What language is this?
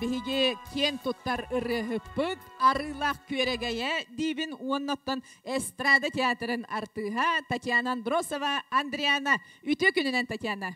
Yakut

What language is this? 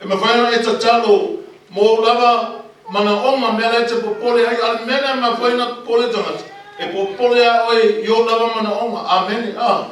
Samoan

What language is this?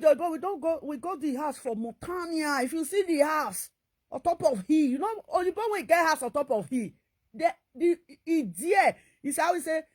Nigerian Pidgin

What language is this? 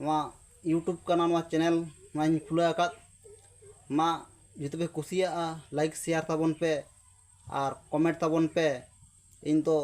Santali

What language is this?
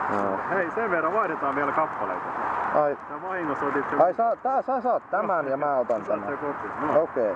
Finnish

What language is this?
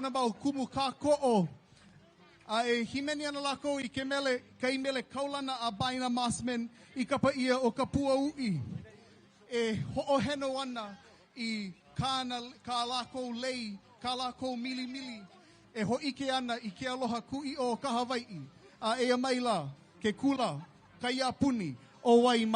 Hawaiian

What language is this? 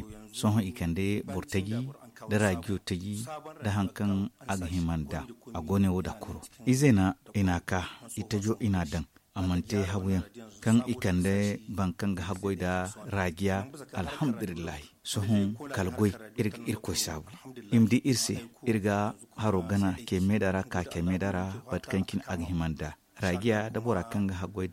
Zarma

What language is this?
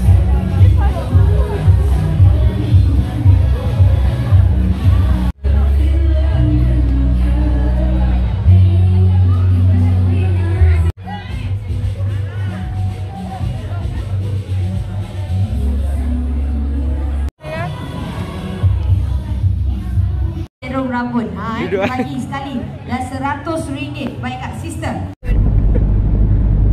Malay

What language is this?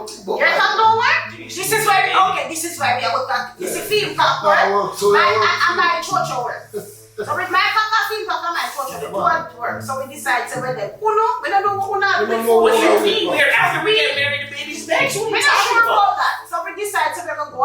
Jamaican Creole English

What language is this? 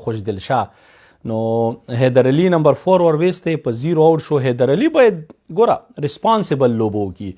Pashto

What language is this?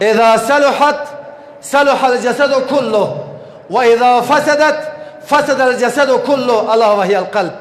Persian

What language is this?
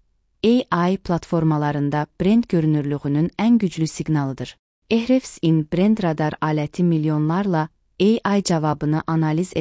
Azerbaijani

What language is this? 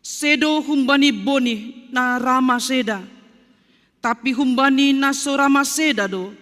Batak Simalungun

